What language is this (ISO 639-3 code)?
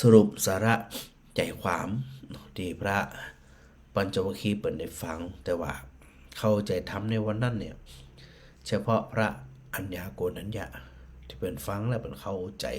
nod